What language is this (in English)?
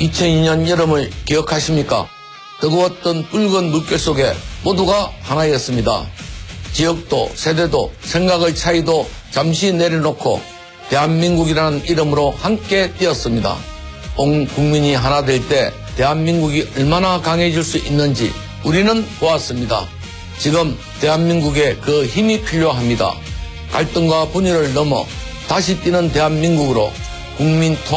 Korean